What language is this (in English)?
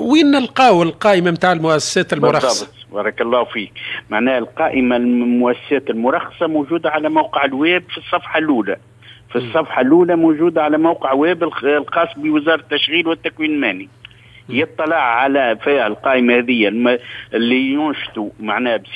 Tunisian Arabic